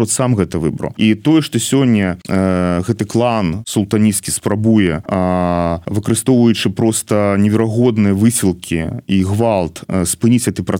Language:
Belarusian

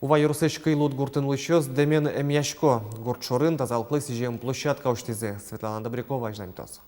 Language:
Udmurt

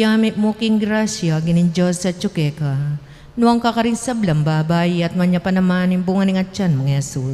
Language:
Pampanga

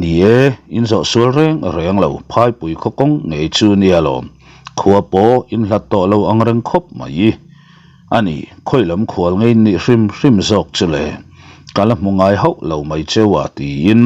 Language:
Mizo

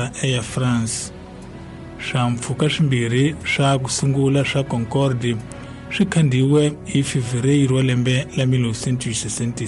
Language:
Tsonga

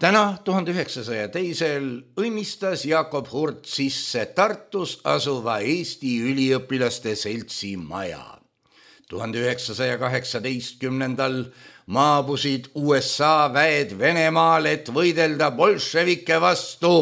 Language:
Estonian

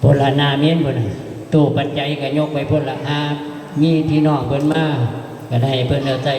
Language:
Northeastern Thai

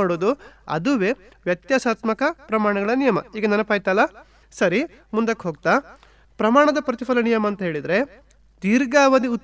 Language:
Kannada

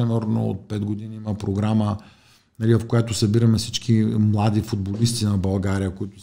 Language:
Bulgarian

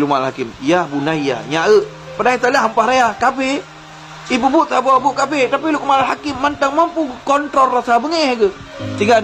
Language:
Achinese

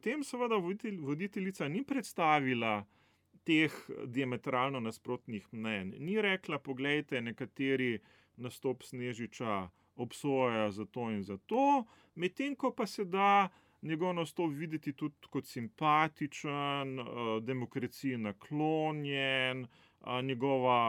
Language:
Slovenian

